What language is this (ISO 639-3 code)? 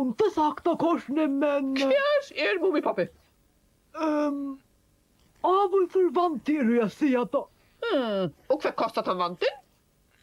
fao